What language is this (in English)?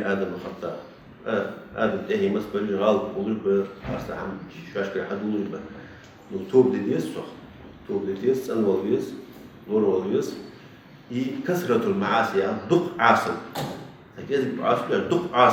Ingush